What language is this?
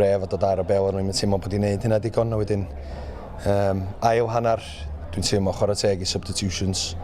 Welsh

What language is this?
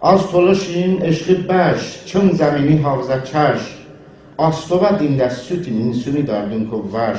Talysh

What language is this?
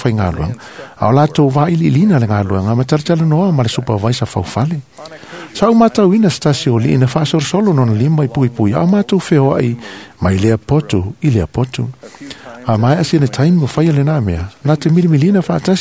Samoan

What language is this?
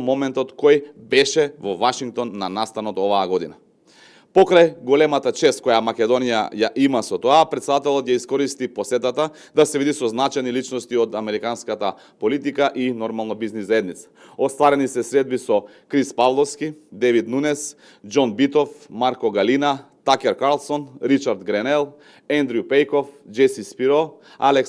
Macedonian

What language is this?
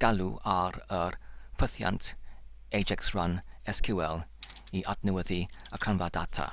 Welsh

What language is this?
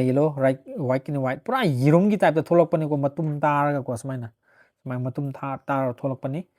Manipuri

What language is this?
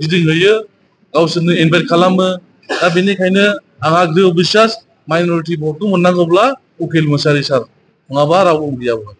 Bodo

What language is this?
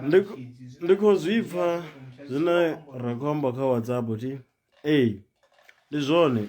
Venda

